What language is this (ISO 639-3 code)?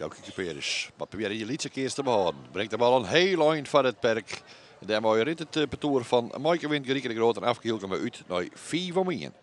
fry